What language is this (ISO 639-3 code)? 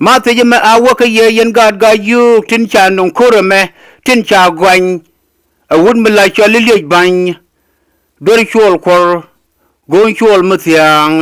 nus